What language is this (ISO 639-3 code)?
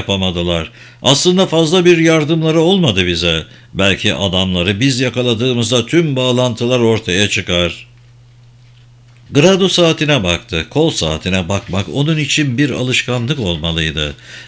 tur